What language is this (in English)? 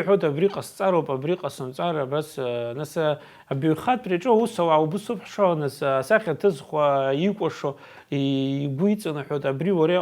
Abkhazian